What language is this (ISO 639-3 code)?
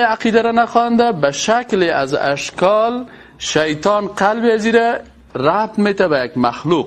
fas